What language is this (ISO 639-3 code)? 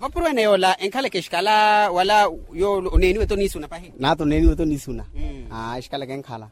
vmw